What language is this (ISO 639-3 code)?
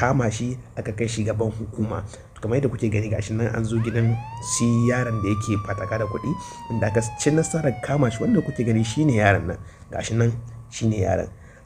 hau